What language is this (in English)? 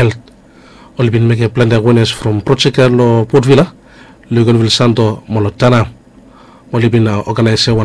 Bislama